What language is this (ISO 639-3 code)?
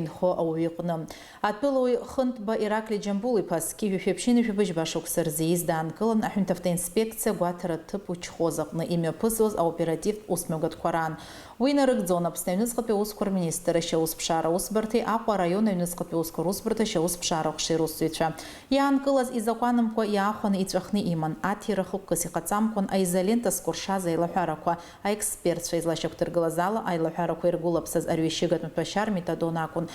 abk